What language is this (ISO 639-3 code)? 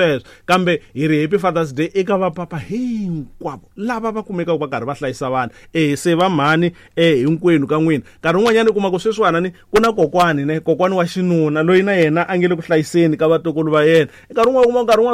tso